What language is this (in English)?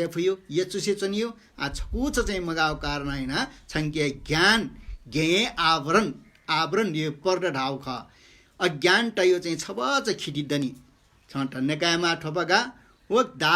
Newari